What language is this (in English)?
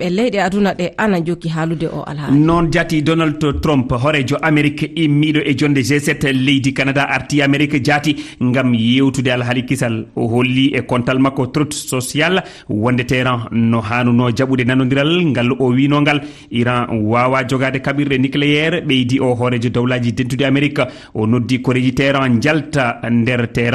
Fula